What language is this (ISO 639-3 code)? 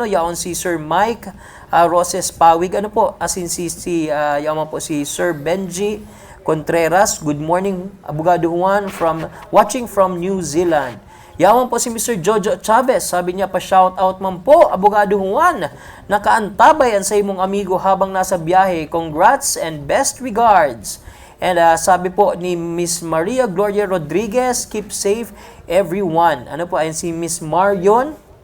bik